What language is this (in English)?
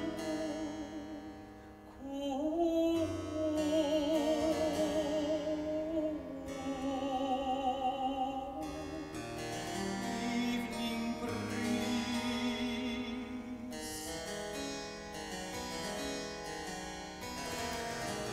English